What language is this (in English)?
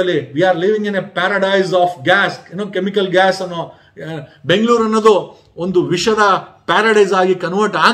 Kannada